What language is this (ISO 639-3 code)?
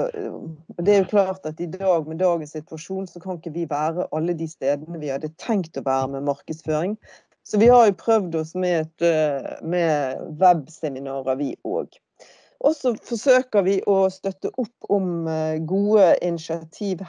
nor